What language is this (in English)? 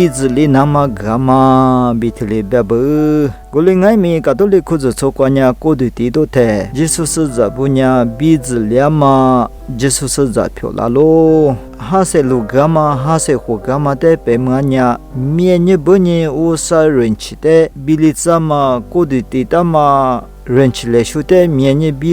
Lisu